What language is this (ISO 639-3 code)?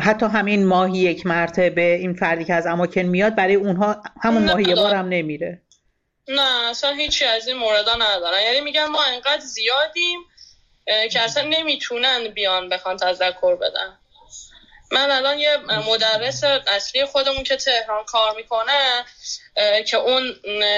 fas